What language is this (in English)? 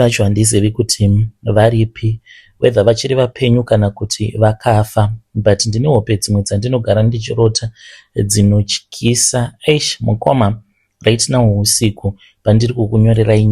Shona